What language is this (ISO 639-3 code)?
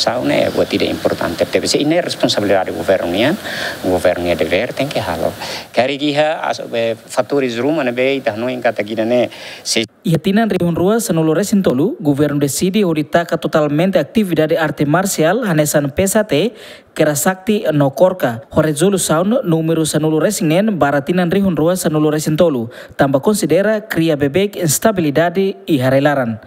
tet